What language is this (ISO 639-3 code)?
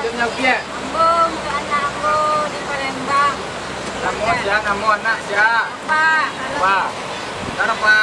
min